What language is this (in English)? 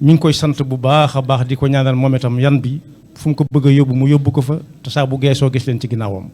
Wolof